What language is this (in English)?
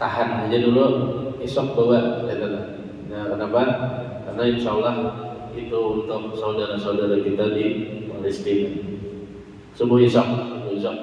Banjar